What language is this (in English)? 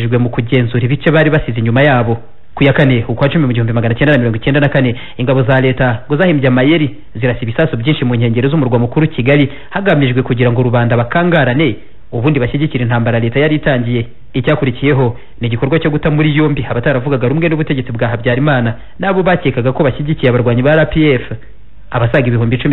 Kinyarwanda